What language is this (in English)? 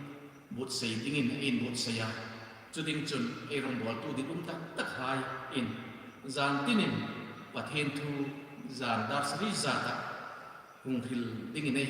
Hmar